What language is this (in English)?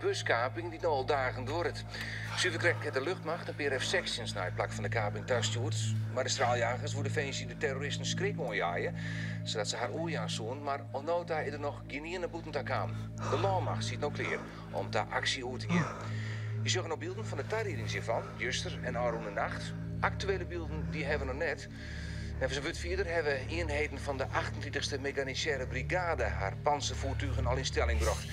Western Frisian